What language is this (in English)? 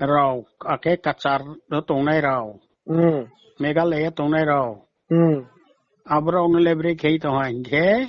Riang (India)